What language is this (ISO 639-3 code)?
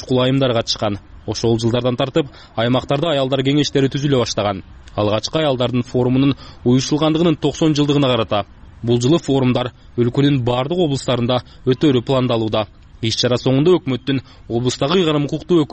kir